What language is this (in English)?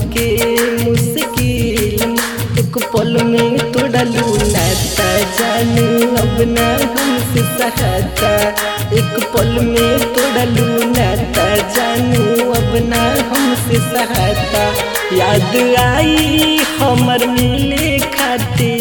Bhojpuri